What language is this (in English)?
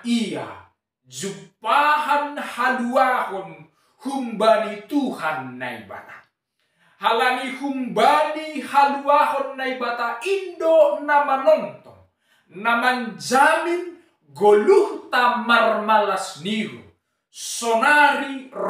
Batak Simalungun